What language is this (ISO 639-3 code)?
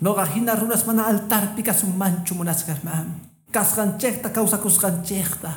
que